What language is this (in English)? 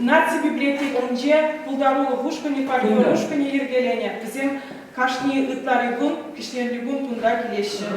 Chuvash